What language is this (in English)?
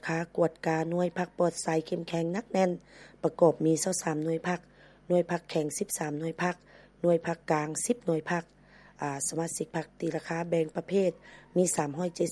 Lao